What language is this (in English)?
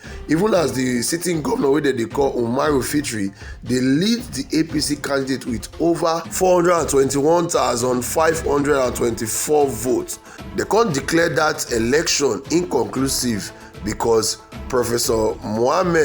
Nigerian Pidgin